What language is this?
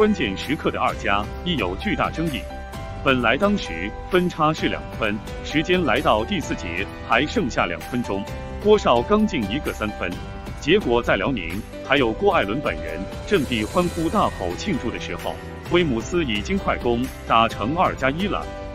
Chinese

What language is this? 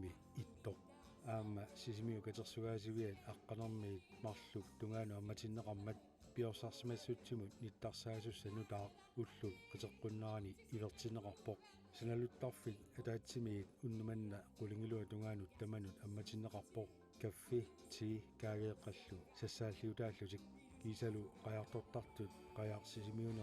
Kalaallisut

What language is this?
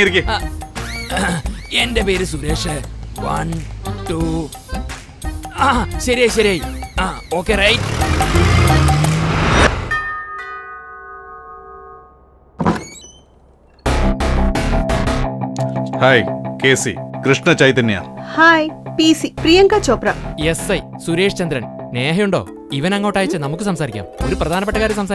Malayalam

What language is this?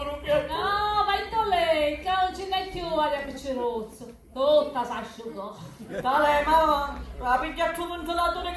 Sicilian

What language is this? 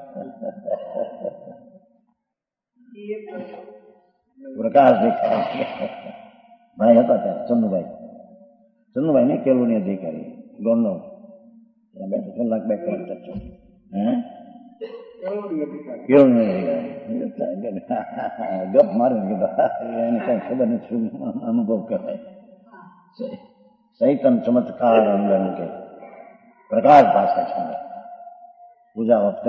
Gujarati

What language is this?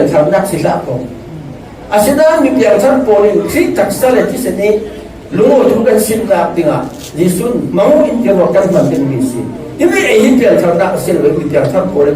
Falam Chin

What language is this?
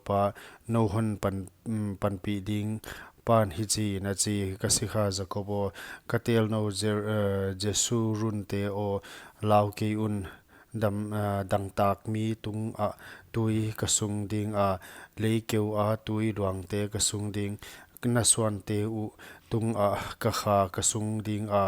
Paite Chin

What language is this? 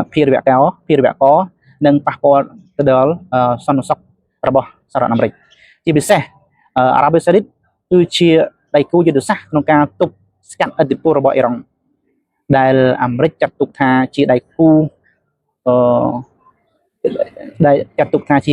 Khmer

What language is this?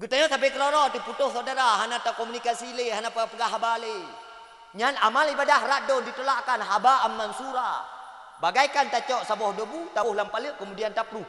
Achinese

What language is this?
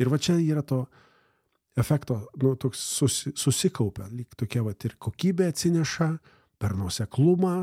Lithuanian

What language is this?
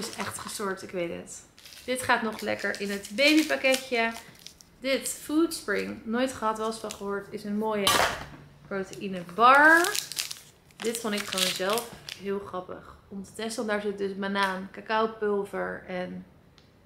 Dutch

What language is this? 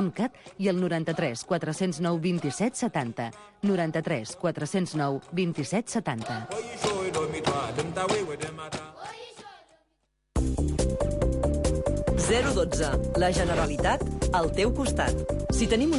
Catalan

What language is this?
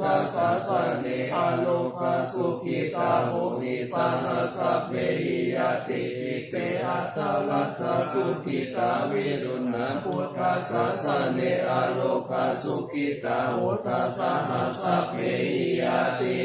Pali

